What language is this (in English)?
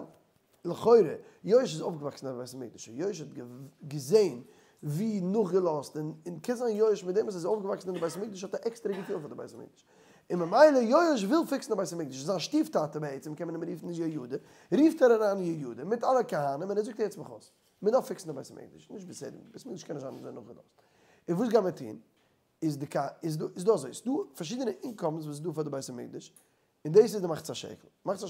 Yiddish